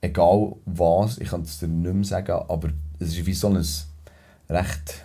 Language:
Swiss German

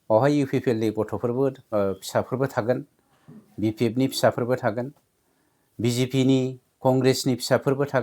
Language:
Bodo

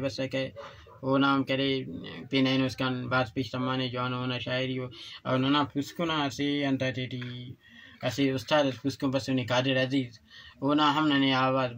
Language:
Brahui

